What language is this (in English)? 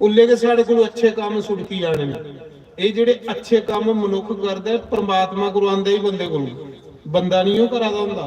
Dogri